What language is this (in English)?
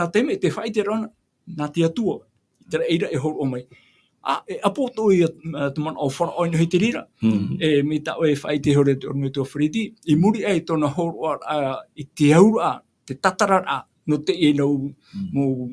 Tahitian